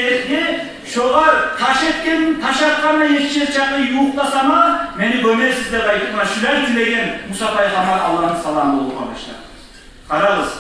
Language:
Kumyk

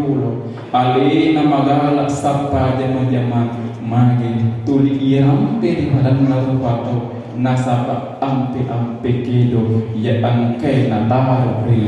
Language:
Buginese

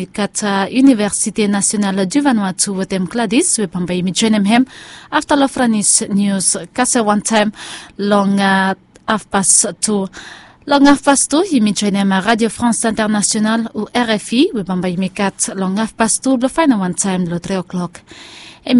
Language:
Bislama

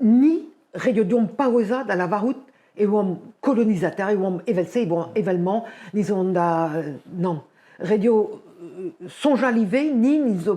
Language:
Breton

